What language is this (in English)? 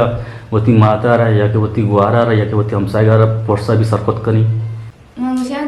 Eastern Balochi